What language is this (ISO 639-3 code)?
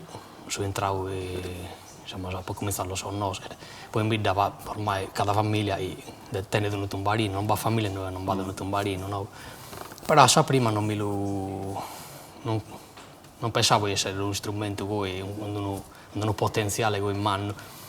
srd